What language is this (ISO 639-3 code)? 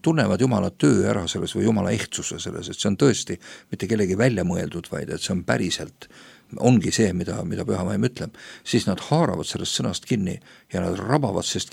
est